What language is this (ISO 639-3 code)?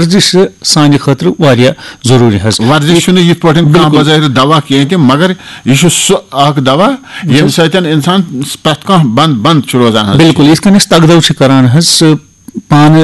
kas